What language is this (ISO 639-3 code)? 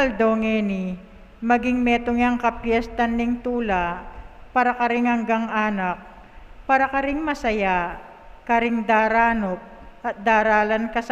pam